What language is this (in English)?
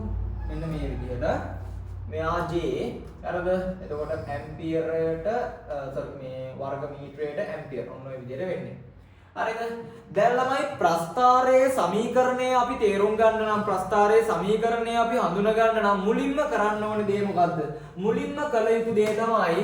Sinhala